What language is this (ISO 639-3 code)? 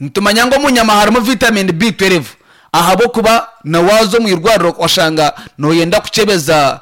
nyn